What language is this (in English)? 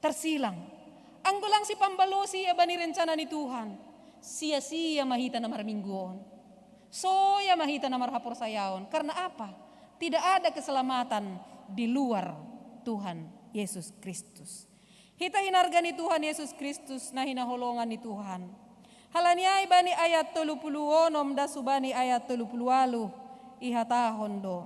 Batak Simalungun